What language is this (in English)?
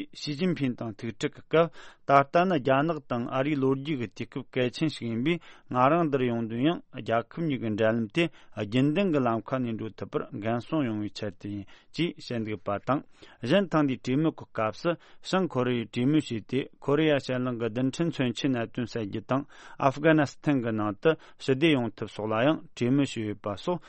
Tibetan